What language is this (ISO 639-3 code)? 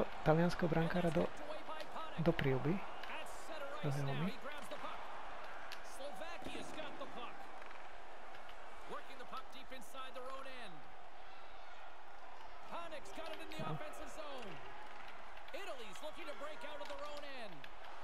slk